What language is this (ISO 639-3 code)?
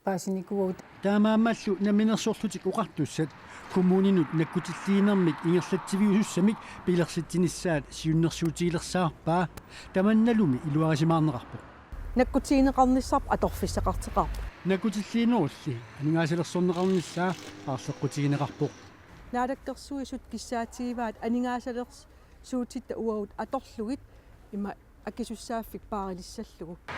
kal